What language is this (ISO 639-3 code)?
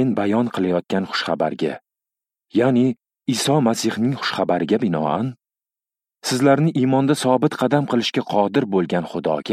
uzb